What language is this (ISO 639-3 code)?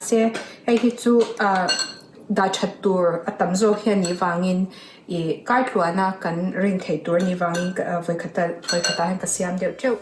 lus